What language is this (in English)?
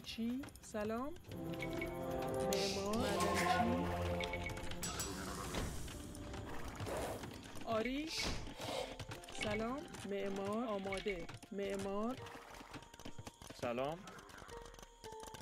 Persian